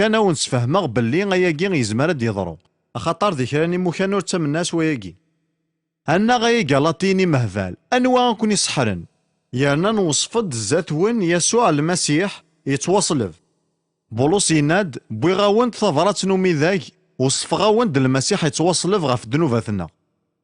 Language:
Kabyle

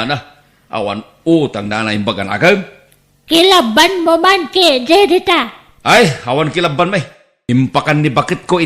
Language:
Iloko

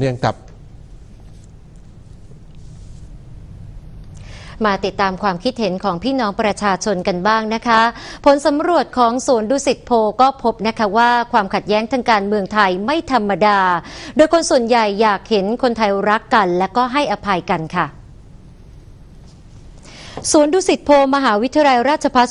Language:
Thai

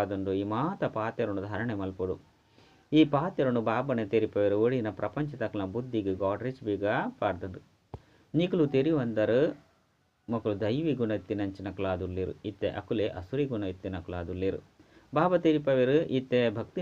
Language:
Tulu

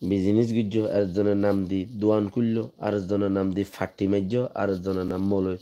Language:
Rohingya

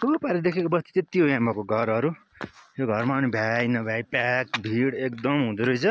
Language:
Nepali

